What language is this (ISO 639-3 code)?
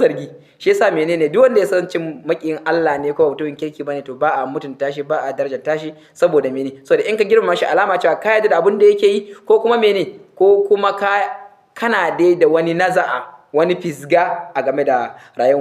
hau